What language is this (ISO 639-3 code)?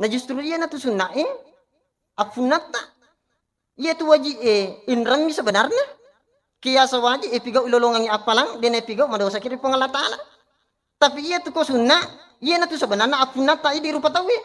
bug